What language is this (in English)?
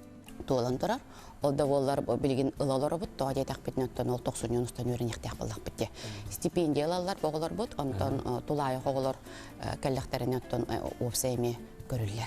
Yakut